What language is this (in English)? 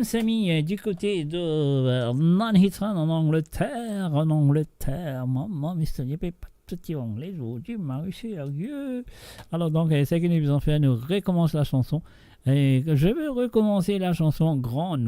Morisyen